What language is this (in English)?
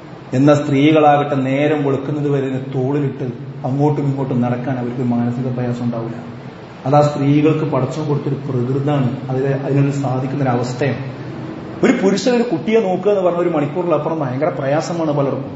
Malayalam